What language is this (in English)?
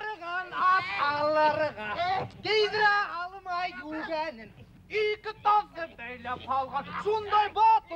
Bashkir